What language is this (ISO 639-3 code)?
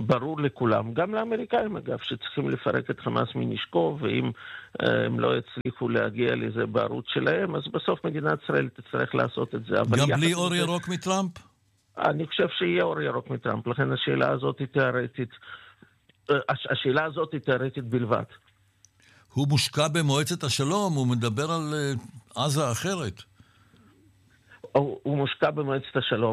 heb